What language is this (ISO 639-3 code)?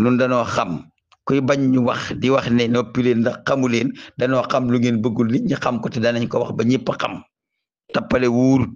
wol